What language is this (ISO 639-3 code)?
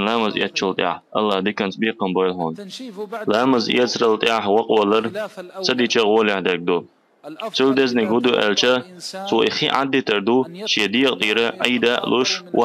che